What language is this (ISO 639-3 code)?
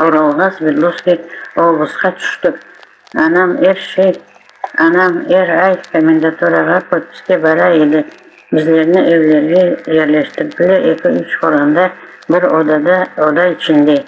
crh